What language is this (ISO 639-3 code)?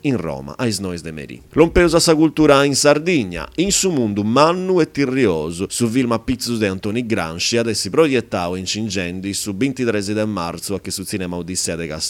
srd